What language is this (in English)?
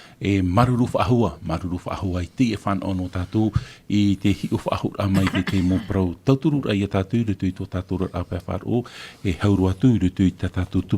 Tahitian